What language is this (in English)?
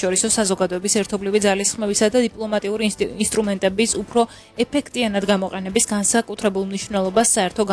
Georgian